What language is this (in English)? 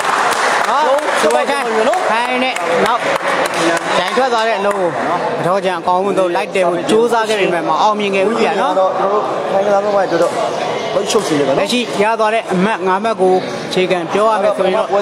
Burmese